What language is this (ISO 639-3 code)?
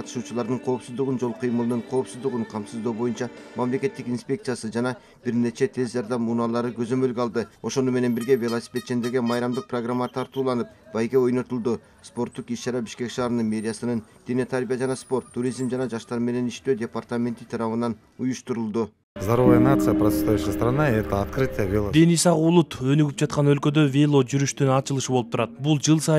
kir